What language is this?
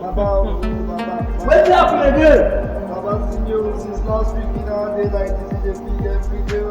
Nigerian Pidgin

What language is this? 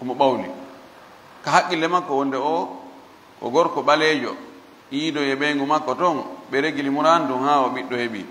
Fula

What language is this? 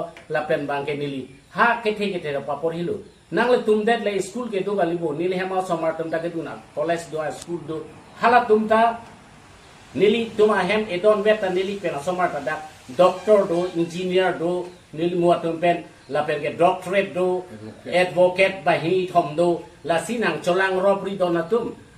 Karbi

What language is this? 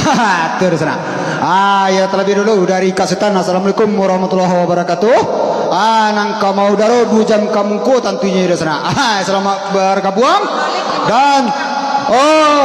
Minangkabau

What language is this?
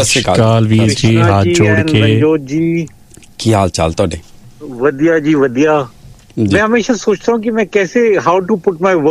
Punjabi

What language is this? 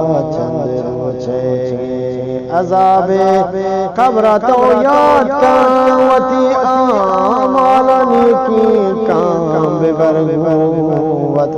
Eastern Balochi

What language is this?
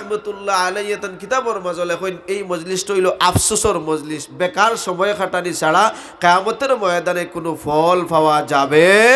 Sylheti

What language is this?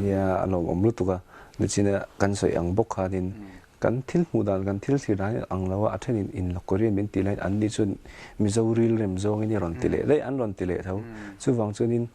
Mizo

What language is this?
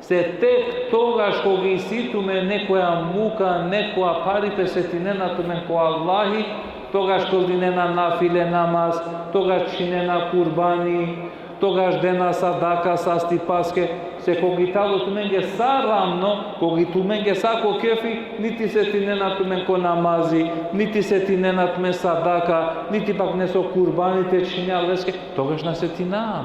Balkan Romani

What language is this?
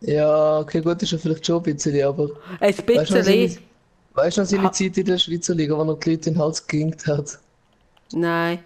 Swiss German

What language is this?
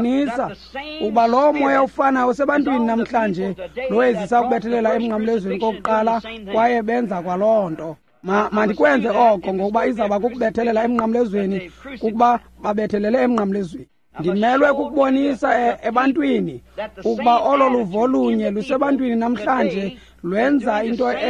Xhosa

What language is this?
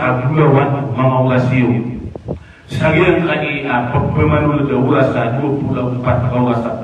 Maranao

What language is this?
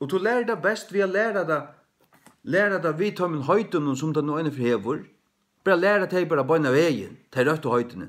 Faroese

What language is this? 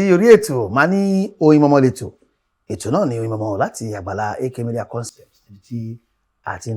Yoruba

